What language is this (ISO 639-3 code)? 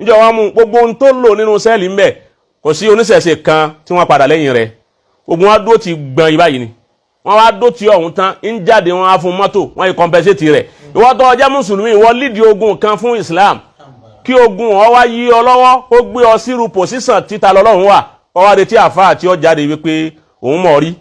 yor